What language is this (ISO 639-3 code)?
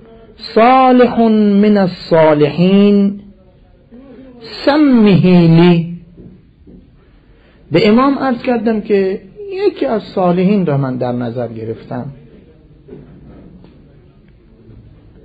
fas